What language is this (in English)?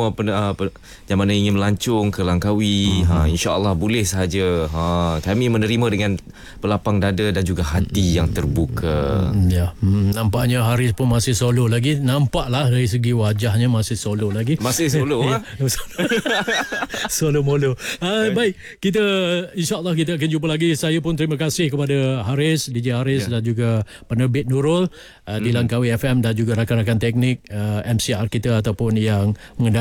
Malay